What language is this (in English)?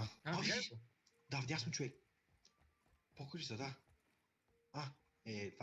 Bulgarian